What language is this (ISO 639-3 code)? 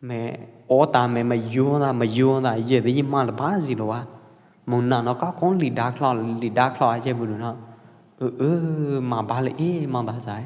kjp